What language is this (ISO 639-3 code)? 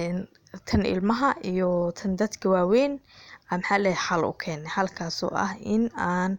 som